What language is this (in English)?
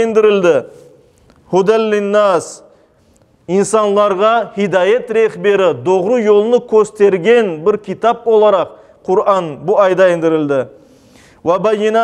Crimean Tatar